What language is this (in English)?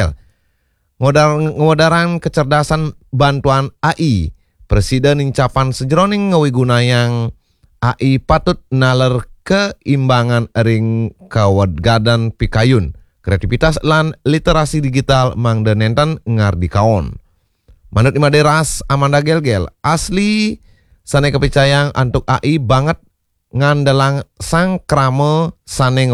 Balinese